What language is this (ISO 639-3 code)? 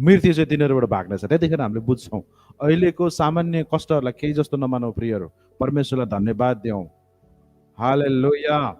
nep